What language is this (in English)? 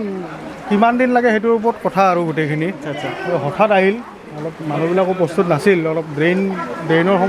Assamese